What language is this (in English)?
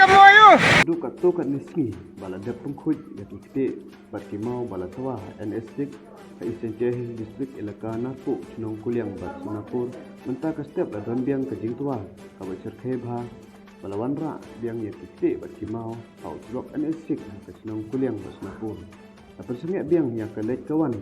Khasi